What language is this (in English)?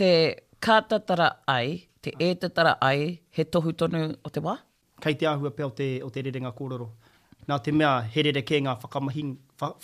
Māori